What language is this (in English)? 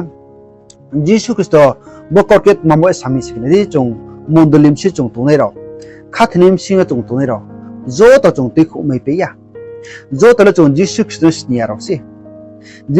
Riang (India)